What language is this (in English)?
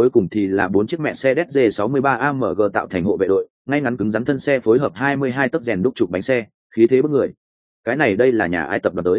Vietnamese